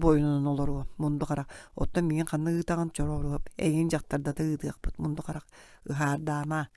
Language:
Yakut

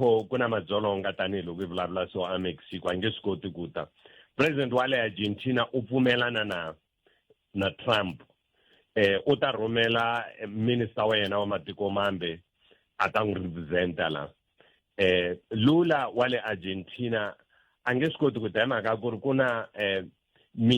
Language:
Tsonga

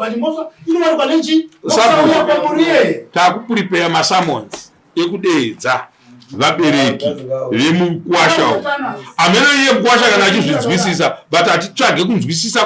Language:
Shona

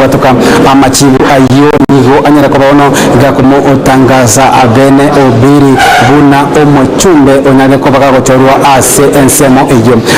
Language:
Gusii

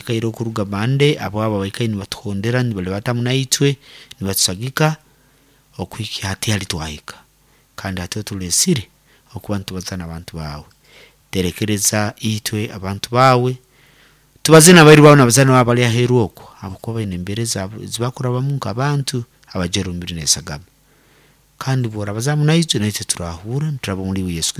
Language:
Nyoro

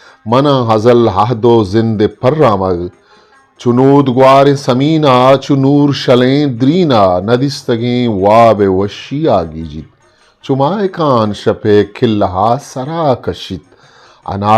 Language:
Eastern Balochi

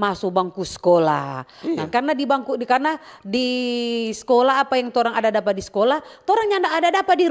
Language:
Manado Malay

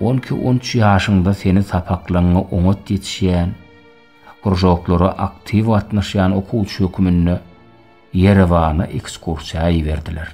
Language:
Turkmen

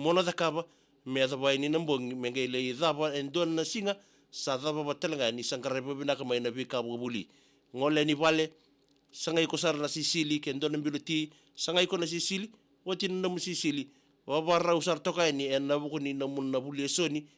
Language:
Fijian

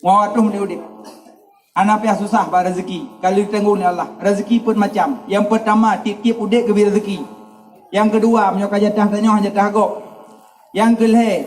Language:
Achinese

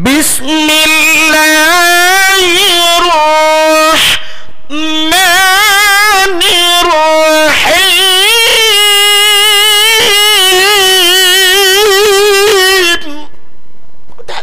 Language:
Achinese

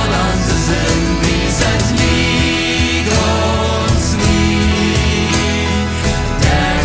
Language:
Plautdietsch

